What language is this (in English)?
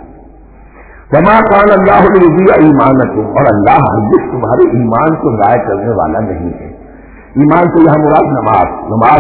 Urdu